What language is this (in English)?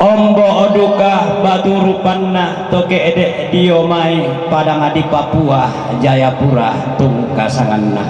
Toraja-Sa'dan